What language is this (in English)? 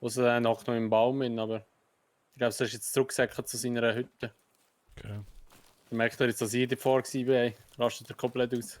Swiss German